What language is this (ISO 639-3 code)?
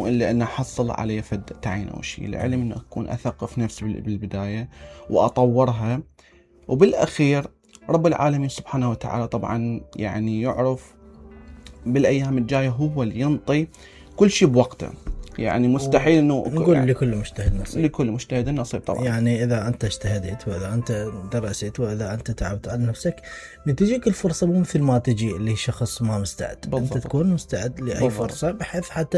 acm